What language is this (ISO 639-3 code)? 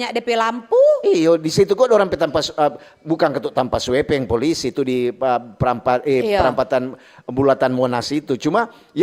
xmm